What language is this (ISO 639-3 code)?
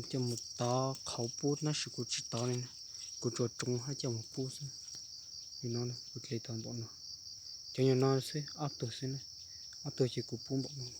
hmn